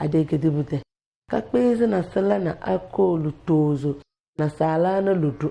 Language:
Tem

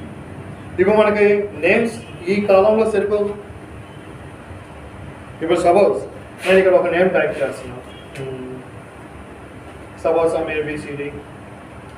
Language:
Telugu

